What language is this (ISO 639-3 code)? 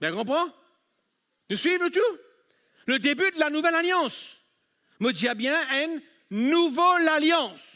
mfe